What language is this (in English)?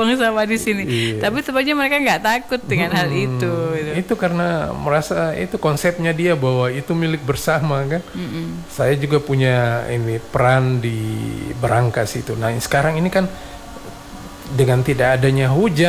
Indonesian